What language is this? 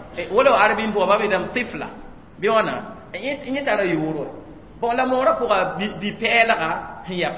Mossi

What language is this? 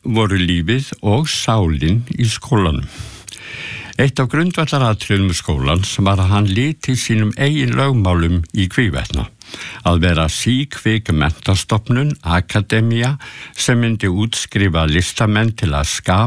Icelandic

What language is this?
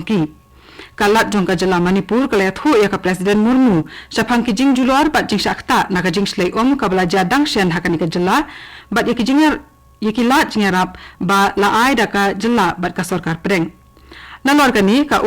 Khasi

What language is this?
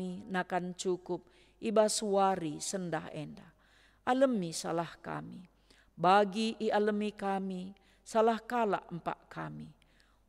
Batak Karo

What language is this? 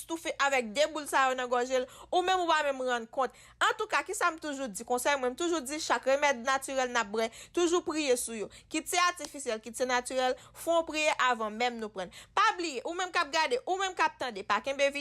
Haitian Creole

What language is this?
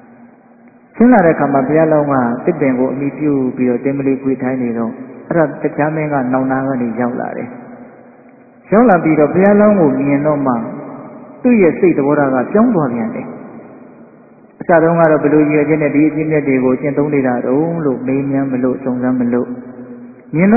Burmese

